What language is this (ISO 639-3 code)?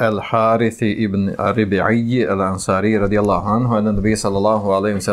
bos